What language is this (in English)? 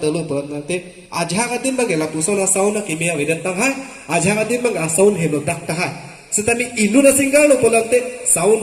Karbi